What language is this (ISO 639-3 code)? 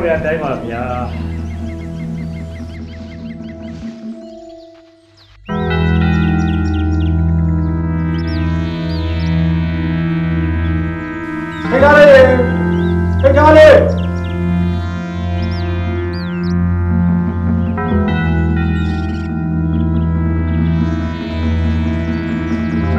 mya